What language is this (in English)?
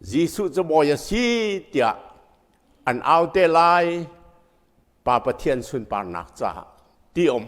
Hakha Chin